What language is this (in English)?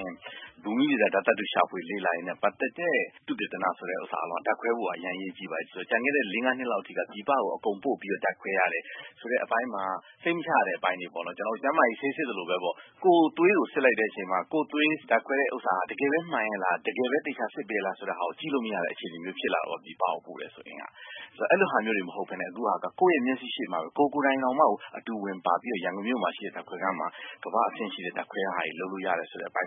Burmese